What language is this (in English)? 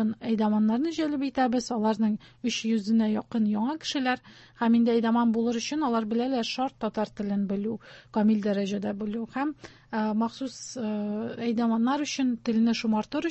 Tatar